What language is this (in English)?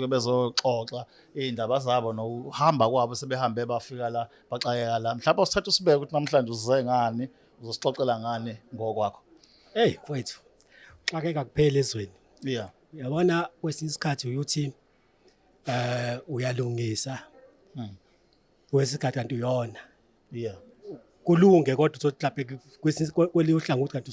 Zulu